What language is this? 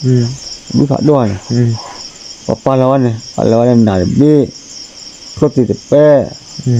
S'gaw Karen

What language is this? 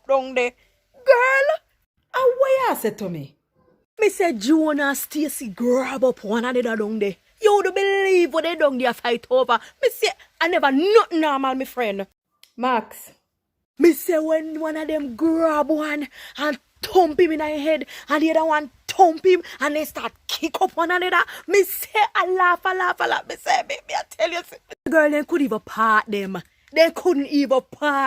Jamaican Creole English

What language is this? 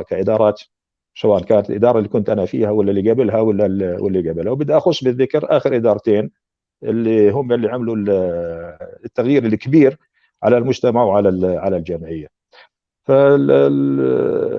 North Levantine Arabic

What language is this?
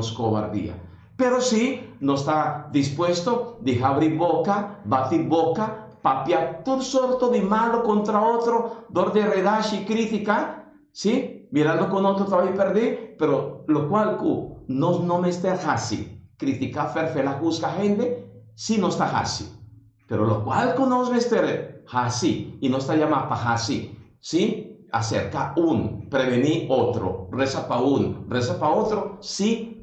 Papiamento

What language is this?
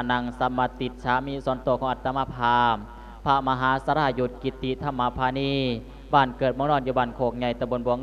Lao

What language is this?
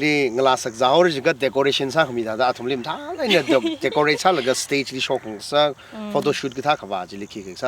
Tangkhul Naga (India)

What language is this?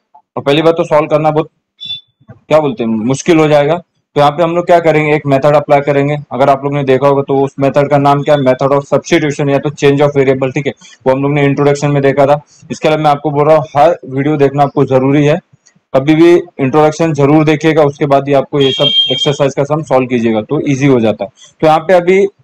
Hindi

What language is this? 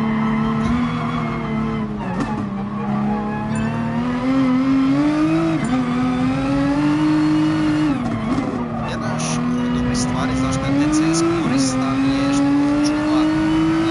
Croatian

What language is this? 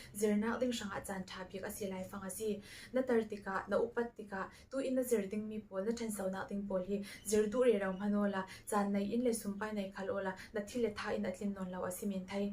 Falam Chin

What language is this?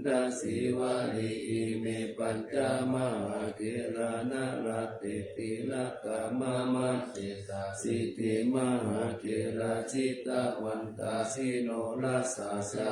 Pali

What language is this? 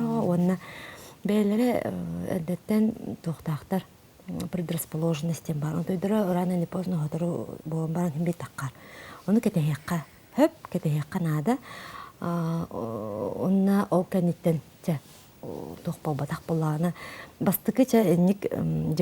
Yakut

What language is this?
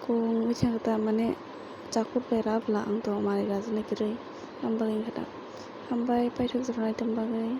Kok Borok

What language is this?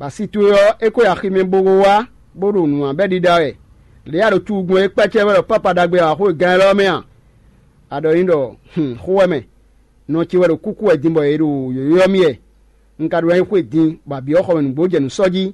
Fon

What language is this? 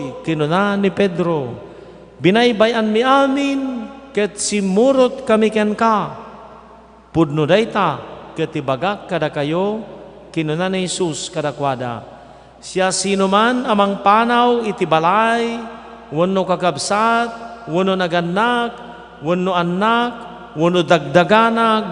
Iloko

